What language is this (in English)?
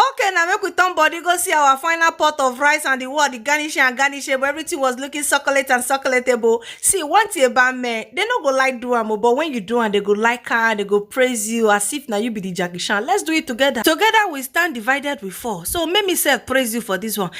Nigerian Pidgin